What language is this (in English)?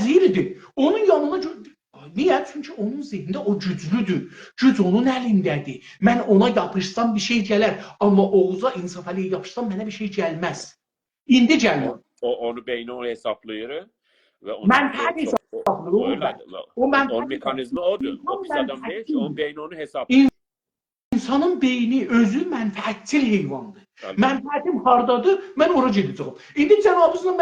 South Azerbaijani